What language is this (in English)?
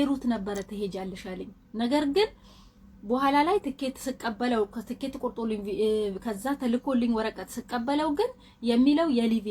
Amharic